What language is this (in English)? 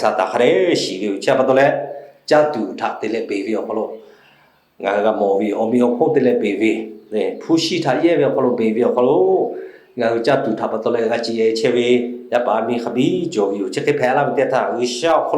Lahu